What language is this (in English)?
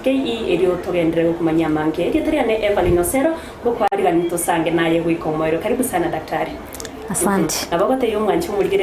Gusii